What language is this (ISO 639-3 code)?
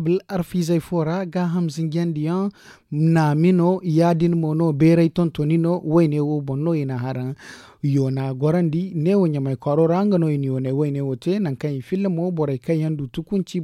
dje